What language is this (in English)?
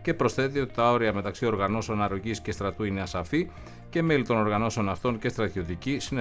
Greek